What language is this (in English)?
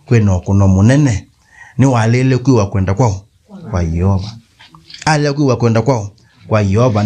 Kamba